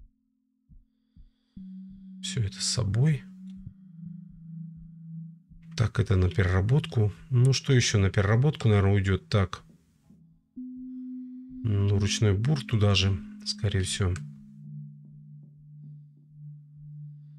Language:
Russian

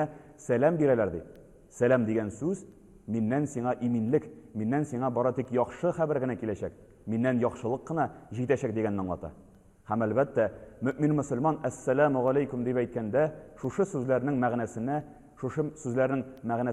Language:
Tatar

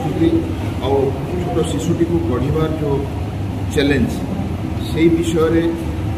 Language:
Odia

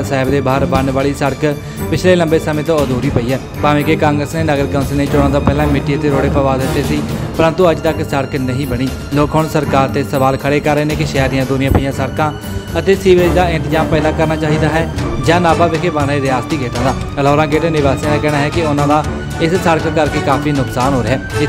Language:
Punjabi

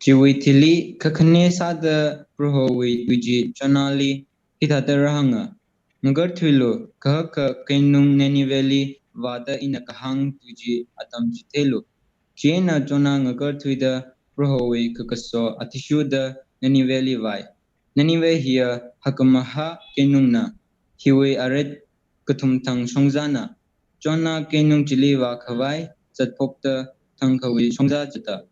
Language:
Tangkhul Naga (India)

